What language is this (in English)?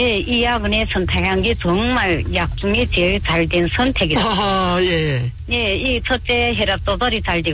Korean